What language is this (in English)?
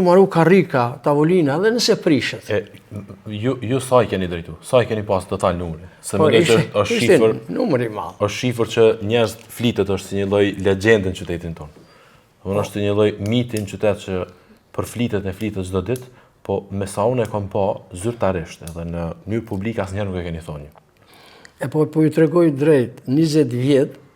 Albanian